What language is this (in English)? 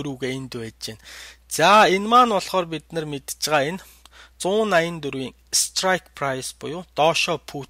Mongolian